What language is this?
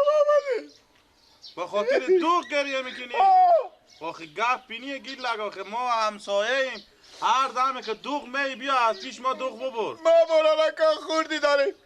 Persian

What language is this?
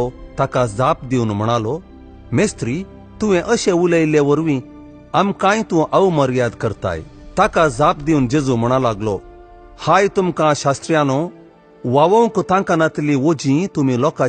Konkani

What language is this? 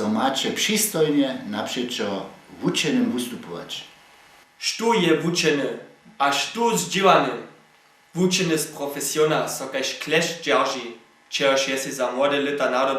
Upper Sorbian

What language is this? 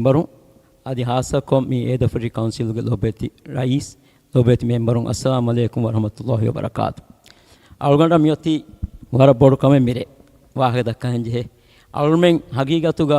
Divehi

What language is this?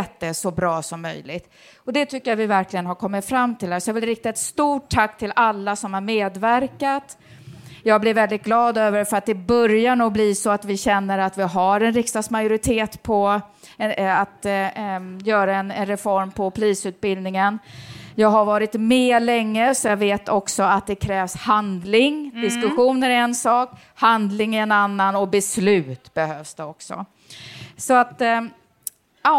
Swedish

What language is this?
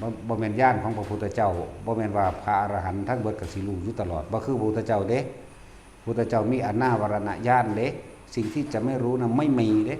Northeastern Thai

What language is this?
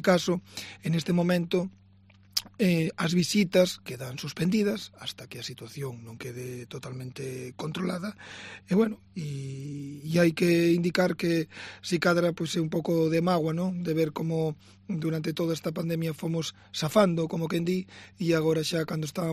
Galician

